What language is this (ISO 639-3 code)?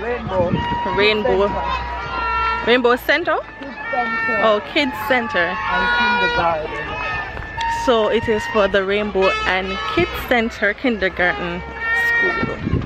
jam